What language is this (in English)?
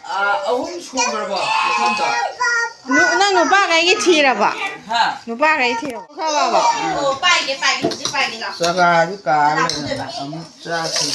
Manipuri